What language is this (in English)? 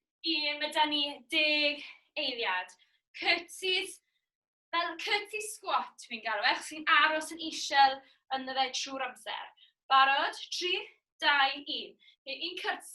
Welsh